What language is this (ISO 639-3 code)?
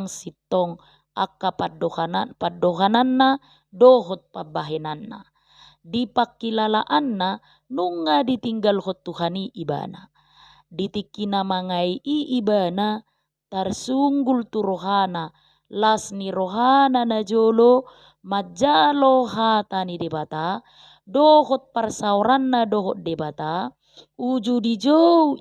bbc